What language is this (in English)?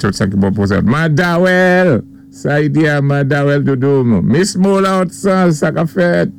Saint Lucian Creole French